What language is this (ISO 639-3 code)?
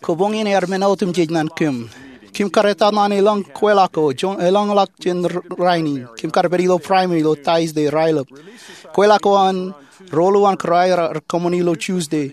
mah